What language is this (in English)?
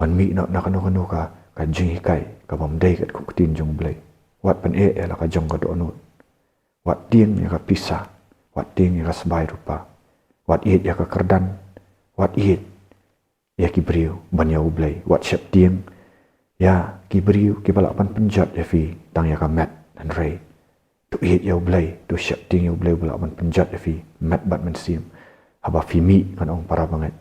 Khasi